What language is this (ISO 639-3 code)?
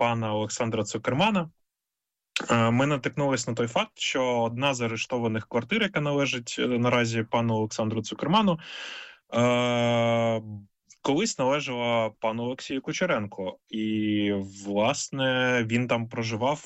ukr